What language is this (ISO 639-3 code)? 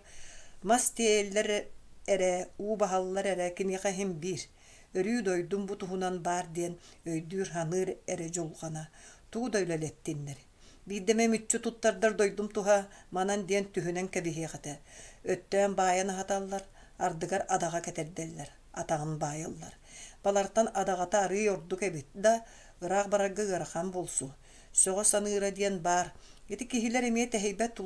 sah